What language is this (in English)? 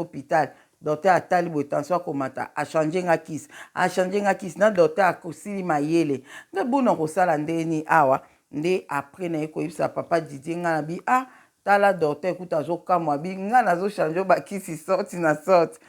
Lingala